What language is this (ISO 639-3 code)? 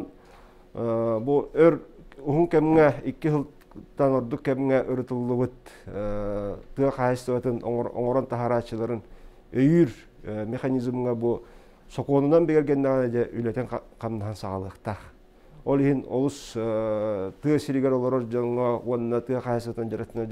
sah